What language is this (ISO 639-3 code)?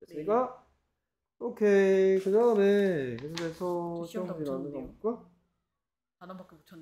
kor